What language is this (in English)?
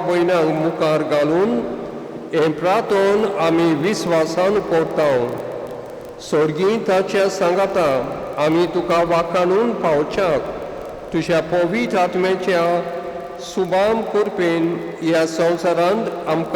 Konkani